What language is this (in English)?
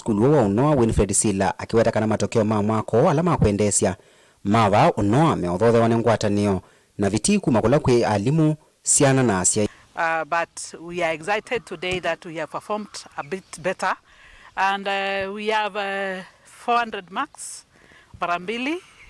Kamba